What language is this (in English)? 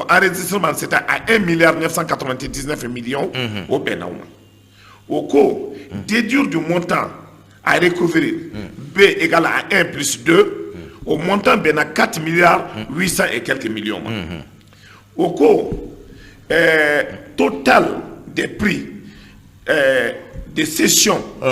Bambara